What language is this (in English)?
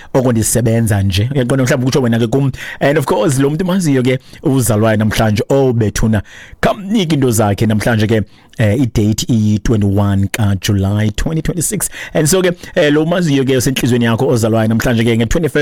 Xhosa